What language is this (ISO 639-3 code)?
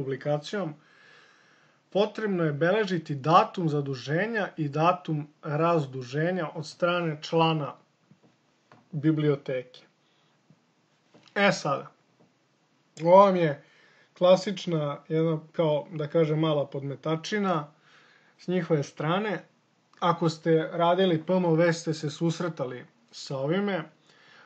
srp